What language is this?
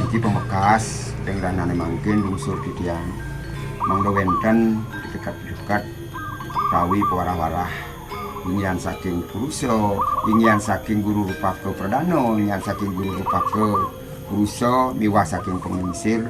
Balinese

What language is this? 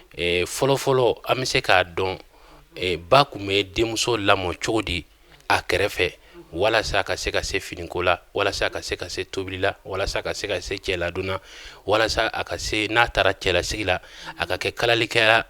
Bambara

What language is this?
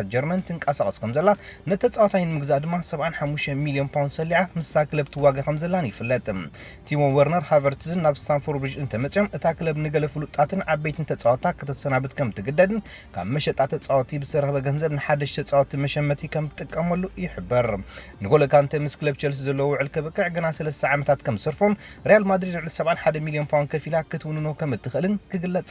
Tigrinya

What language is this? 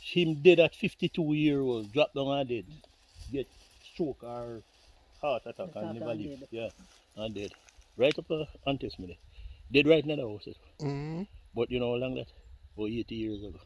Jamaican Creole English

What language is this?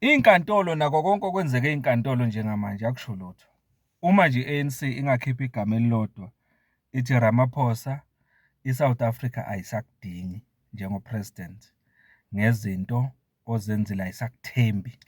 Zulu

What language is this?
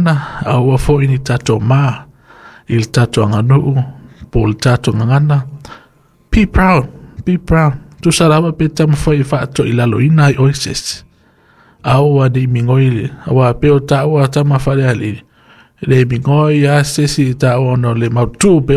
Samoan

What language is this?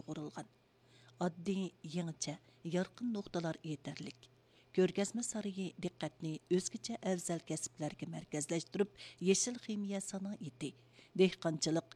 Uyghur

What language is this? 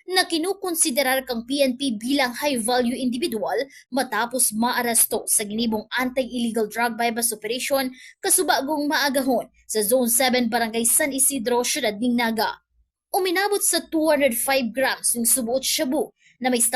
Bikol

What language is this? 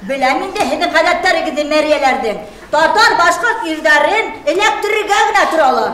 Bashkir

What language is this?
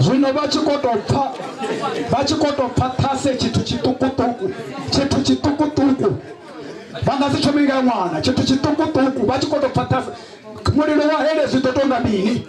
Venda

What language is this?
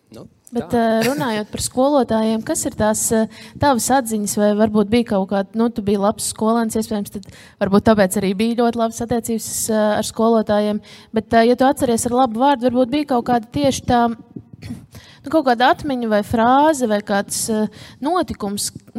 Latvian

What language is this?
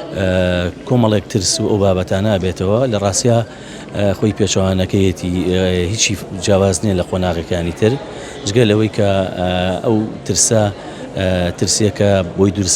Central Kurdish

